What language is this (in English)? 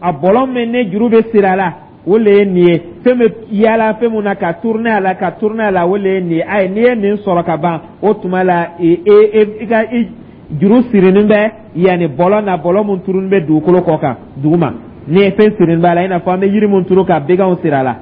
Dyula